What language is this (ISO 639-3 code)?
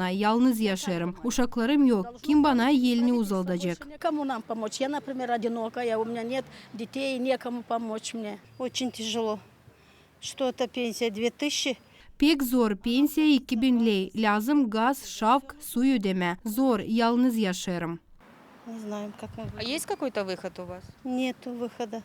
gag